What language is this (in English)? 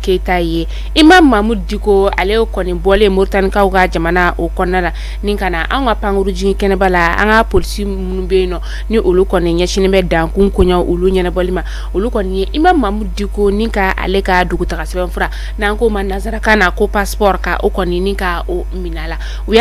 Bambara